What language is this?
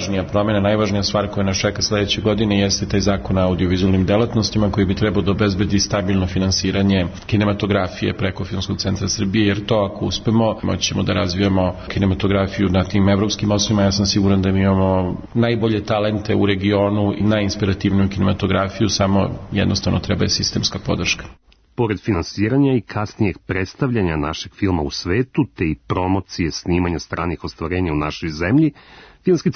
Serbian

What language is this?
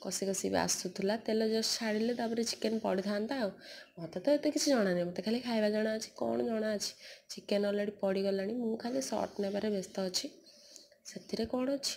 Odia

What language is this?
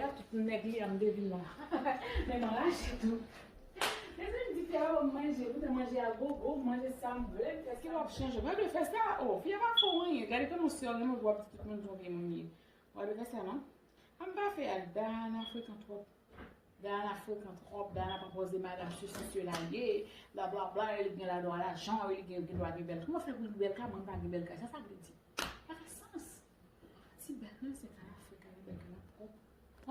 Haitian Creole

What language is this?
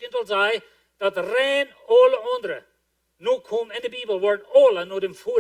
Plautdietsch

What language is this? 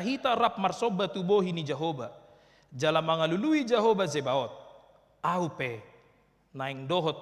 Batak Toba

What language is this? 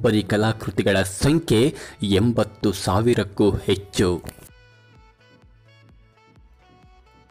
Kannada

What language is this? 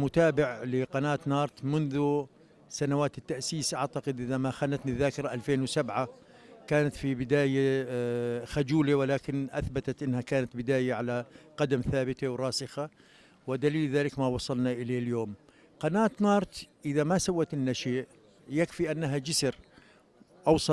North Levantine Arabic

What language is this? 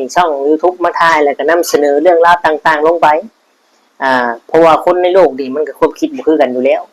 Northeastern Thai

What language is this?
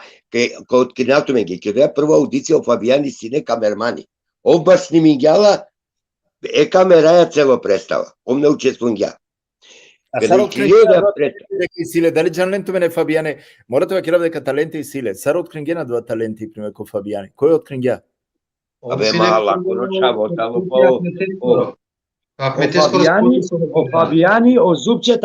Balkan Romani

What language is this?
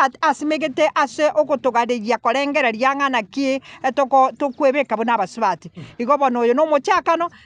Gusii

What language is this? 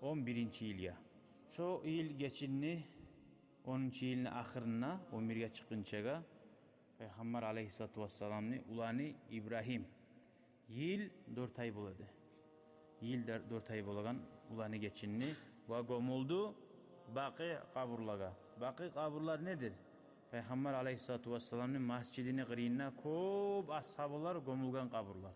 Kumyk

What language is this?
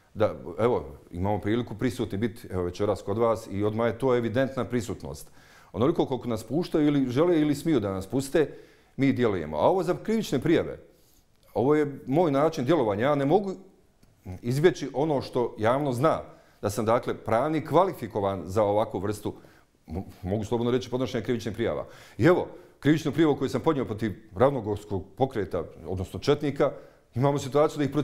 Bosnian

